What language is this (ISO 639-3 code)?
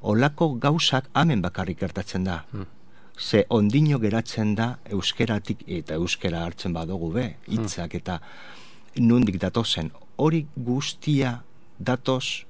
eus